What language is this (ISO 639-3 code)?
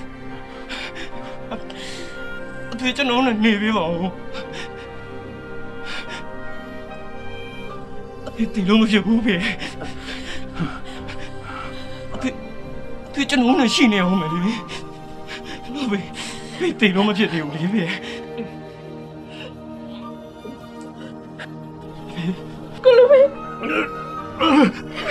mya